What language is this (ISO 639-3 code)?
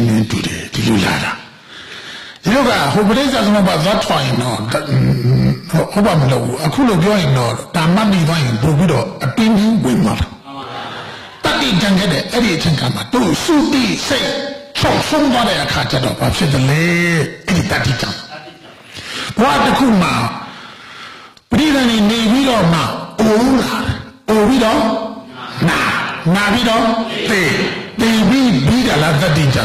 mya